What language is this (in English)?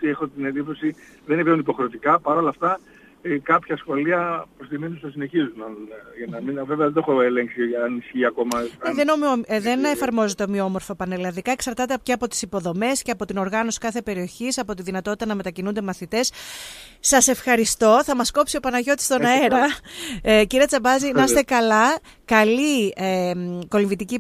Greek